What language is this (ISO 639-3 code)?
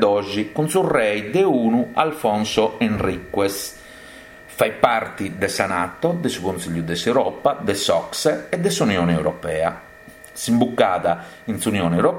srd